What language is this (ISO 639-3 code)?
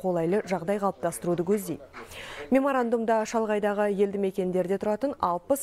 kaz